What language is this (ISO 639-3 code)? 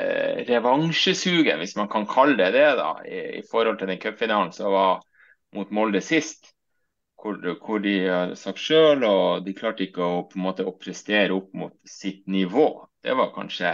nor